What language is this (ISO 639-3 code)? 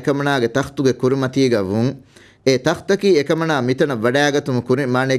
div